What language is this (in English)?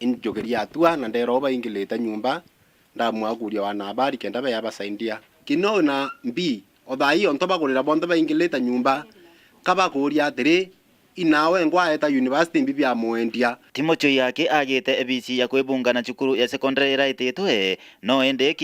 Meru